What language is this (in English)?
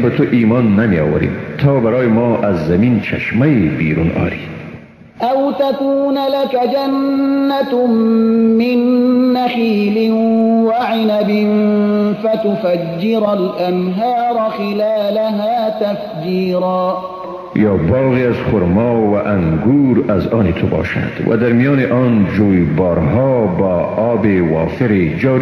Persian